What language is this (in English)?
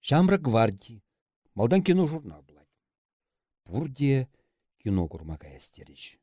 Chuvash